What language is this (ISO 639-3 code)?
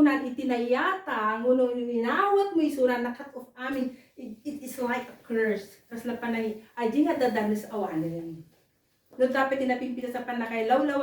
ilo